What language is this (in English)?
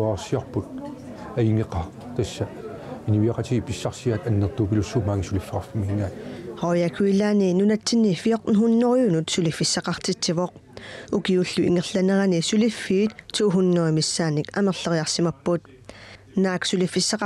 Kalaallisut